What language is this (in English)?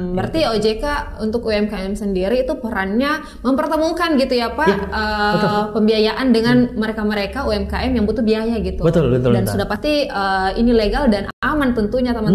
Indonesian